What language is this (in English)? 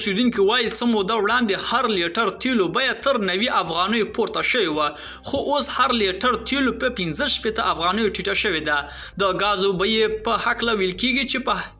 Pashto